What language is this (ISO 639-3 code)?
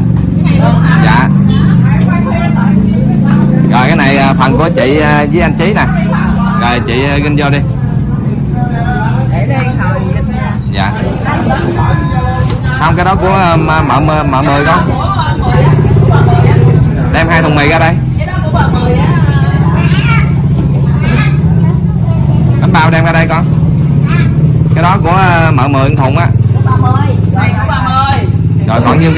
vie